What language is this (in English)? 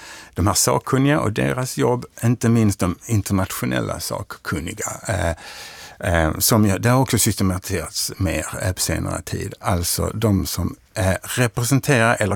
Swedish